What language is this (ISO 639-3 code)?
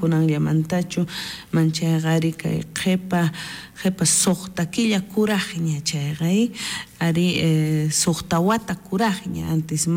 quh